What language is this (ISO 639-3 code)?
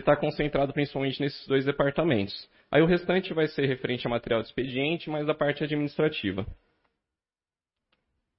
por